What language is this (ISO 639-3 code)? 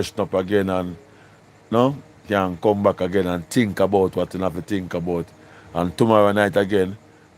jam